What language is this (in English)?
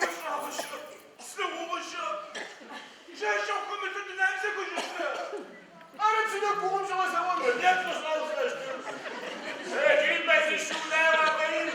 Adyghe